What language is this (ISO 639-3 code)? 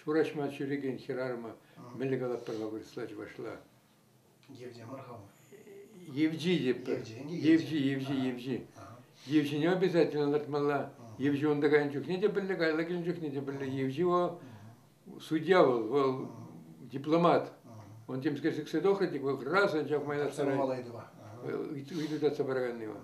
chv